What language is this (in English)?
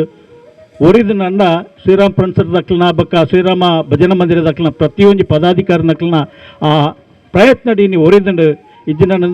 Tulu